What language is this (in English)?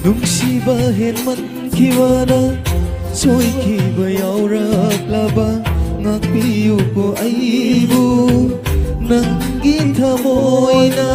Tangkhul Naga (India)